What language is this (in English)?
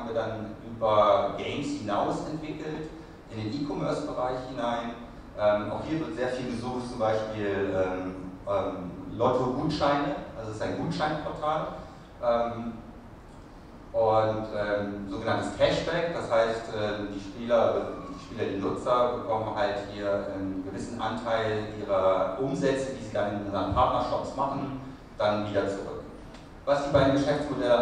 German